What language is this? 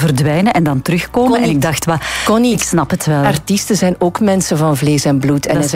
Dutch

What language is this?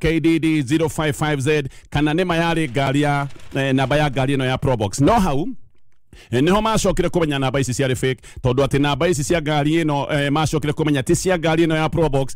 Kikuyu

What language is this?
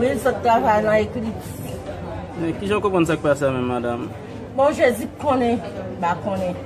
Haitian Creole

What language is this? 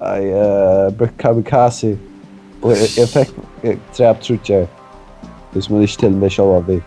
Faroese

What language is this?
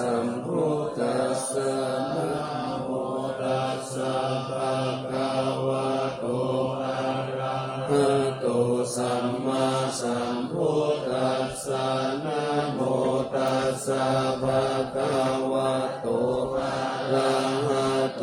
Pali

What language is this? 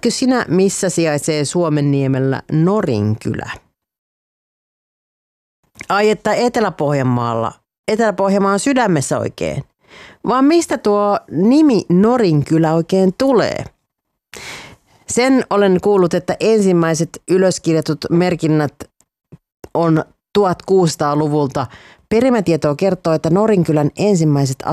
Finnish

